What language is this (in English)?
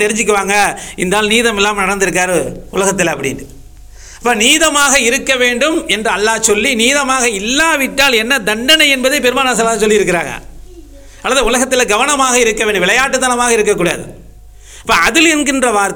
Tamil